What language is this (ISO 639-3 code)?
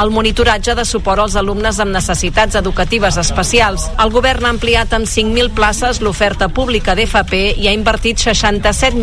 cat